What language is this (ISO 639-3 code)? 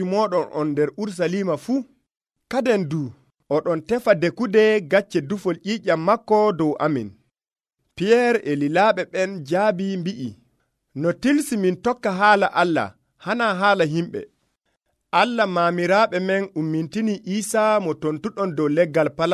fuv